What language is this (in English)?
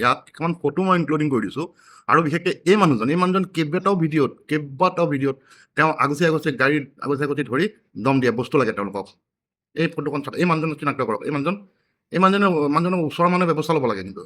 Assamese